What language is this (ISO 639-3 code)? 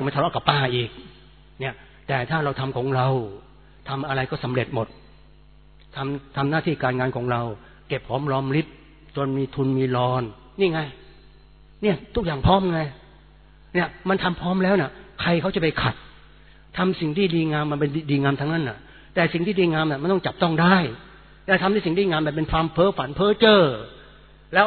tha